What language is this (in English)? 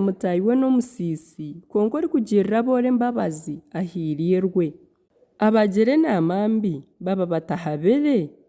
Nyankole